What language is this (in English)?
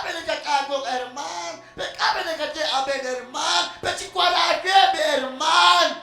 Kekchí